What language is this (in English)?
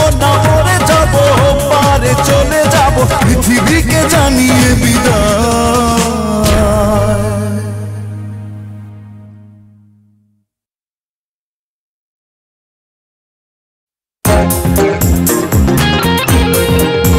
Bangla